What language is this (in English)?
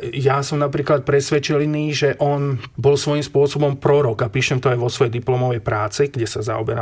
Slovak